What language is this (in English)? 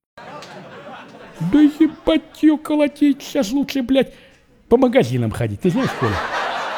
Russian